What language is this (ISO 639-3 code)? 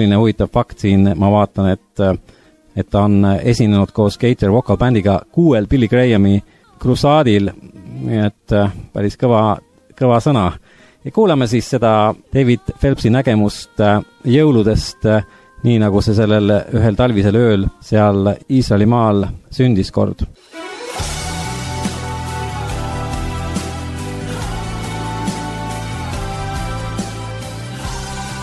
est